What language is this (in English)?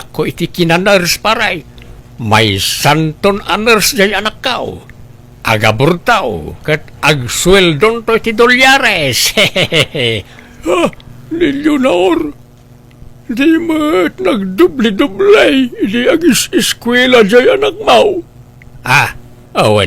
Iloko